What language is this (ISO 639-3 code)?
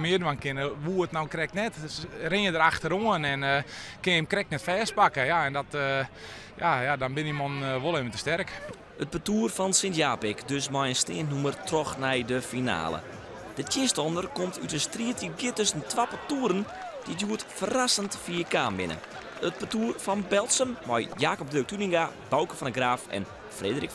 fry